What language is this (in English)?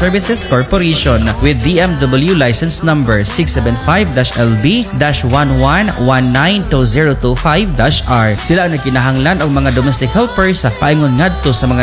Cebuano